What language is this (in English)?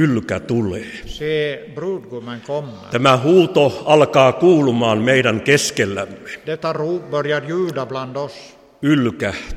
Finnish